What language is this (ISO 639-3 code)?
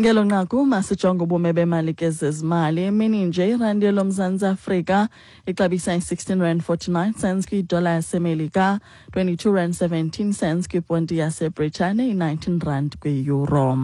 xho